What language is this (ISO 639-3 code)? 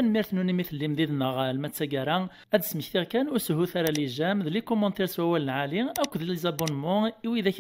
kab